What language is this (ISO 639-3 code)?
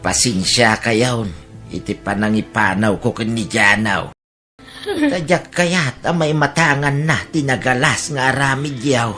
ilo